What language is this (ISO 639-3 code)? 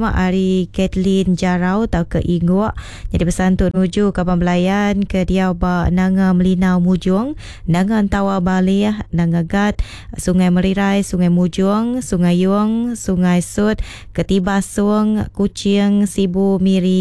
iba